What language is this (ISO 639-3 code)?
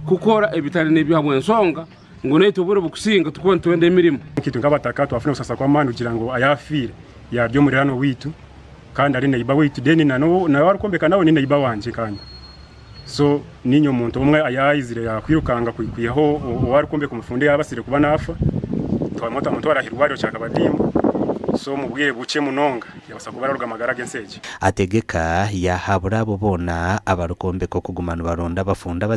nyn